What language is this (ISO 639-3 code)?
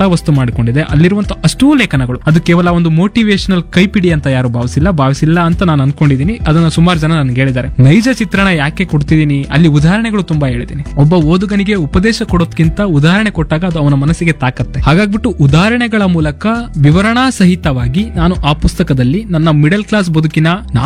kan